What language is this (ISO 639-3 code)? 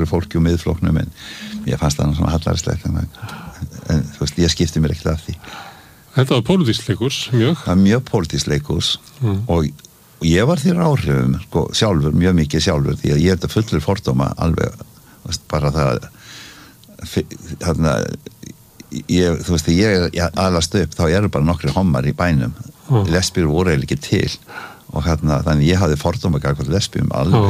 isl